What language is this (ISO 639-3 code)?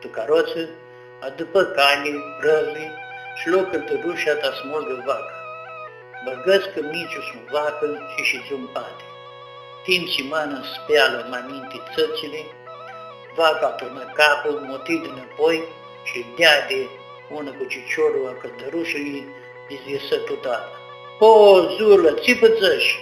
rup